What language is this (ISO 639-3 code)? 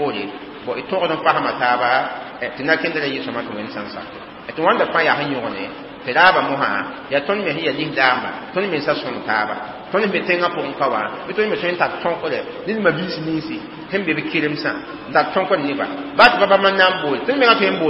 mos